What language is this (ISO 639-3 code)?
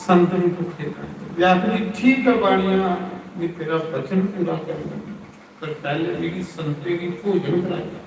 doi